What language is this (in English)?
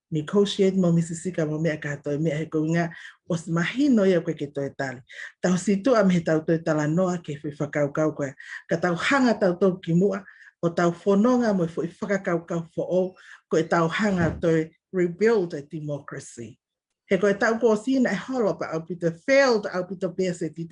Tongan